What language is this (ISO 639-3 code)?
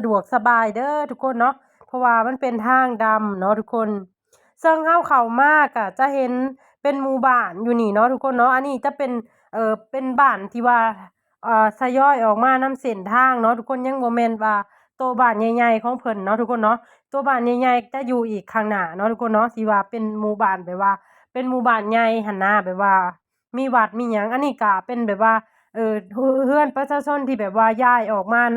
lao